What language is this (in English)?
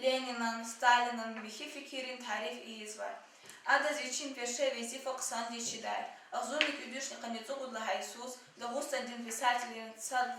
Lezghian